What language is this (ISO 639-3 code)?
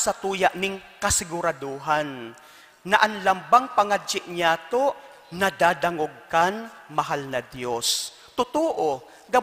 bik